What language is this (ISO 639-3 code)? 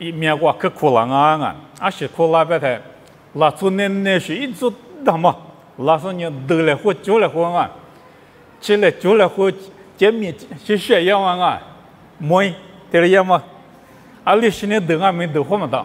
lis